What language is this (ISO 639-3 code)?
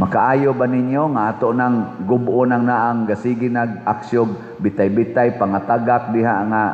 ceb